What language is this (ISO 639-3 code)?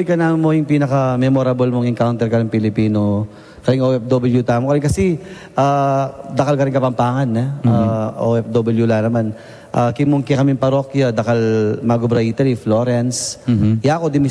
pam